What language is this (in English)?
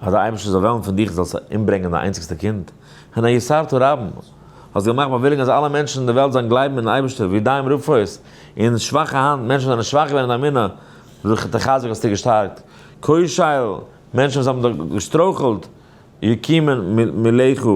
Yiddish